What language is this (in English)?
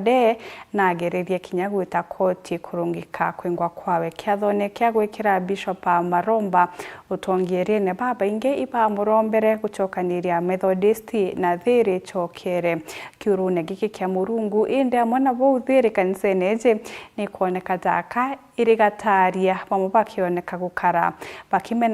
Meru